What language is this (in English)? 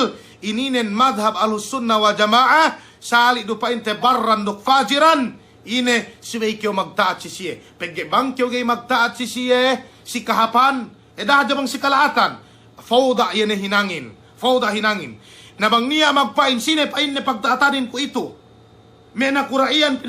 Yakan